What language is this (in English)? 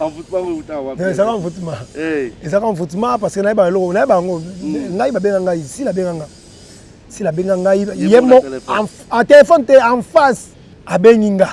Lingala